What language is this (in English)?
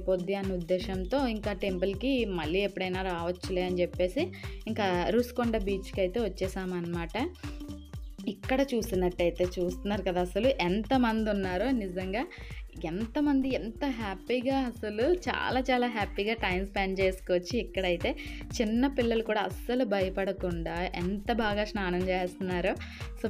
Telugu